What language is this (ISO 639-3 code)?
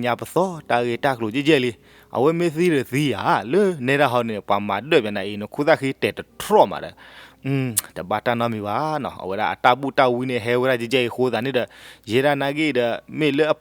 ksw